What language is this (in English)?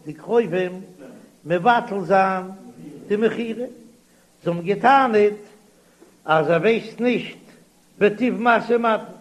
Yiddish